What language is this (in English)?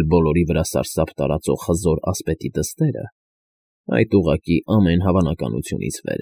Armenian